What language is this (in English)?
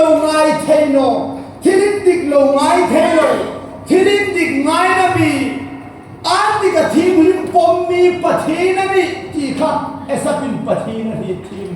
Hmar